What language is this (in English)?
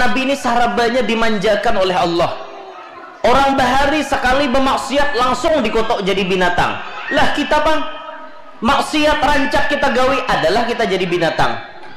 Banjar